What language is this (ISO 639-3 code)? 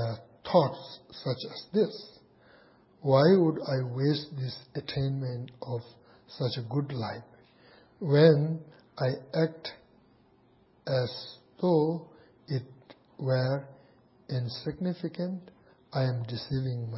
eng